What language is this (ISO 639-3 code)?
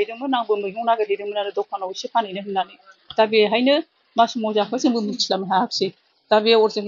brx